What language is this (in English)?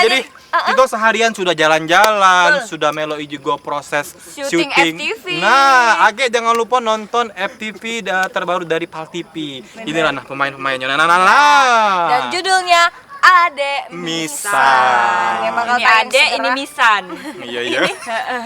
Musi